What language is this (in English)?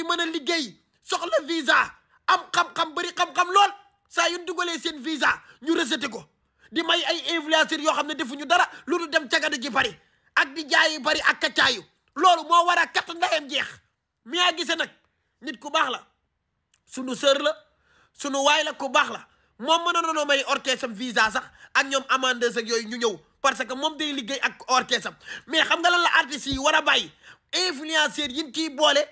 Wolof